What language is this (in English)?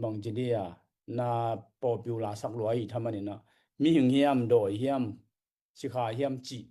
Tedim Chin